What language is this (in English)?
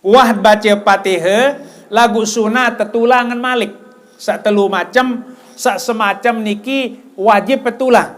Sasak